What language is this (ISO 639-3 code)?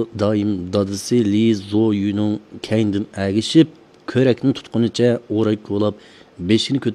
uig